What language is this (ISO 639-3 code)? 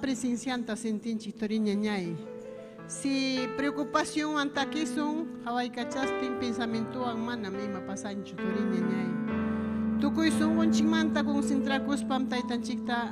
quy